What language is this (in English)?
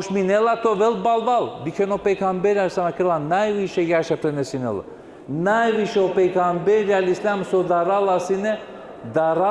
Balkan Romani